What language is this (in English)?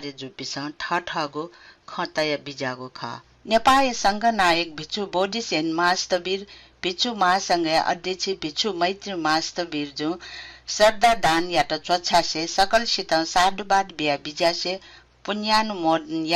Newari